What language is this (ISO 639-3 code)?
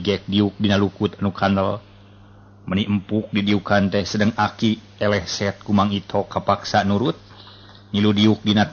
sun